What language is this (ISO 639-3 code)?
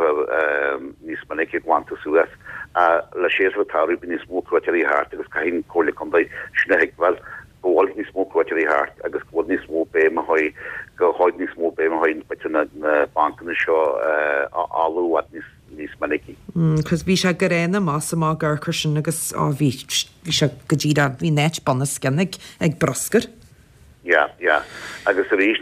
gle